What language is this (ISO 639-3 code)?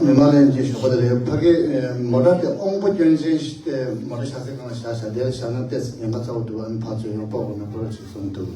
bod